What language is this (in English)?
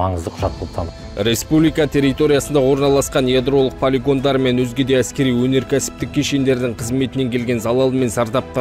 Kazakh